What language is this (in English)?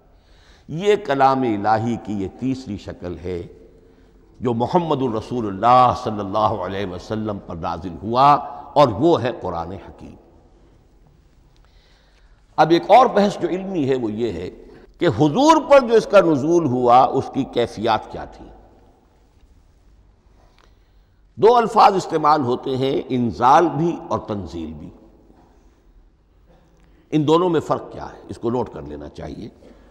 Urdu